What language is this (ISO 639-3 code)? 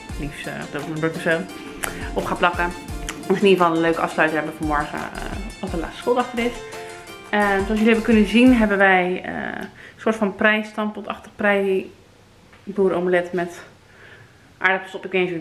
nld